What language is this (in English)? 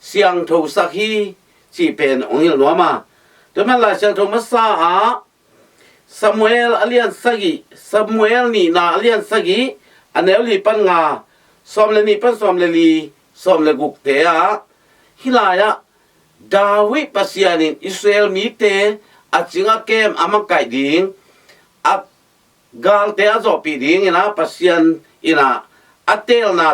Tedim Chin